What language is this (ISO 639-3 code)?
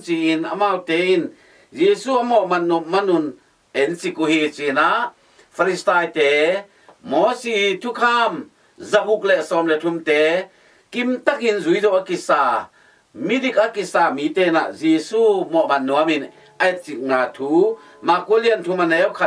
ctd